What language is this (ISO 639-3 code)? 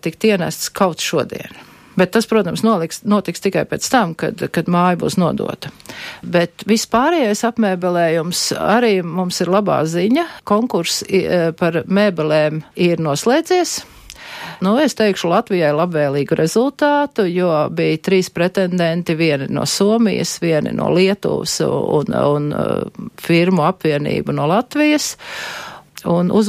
lav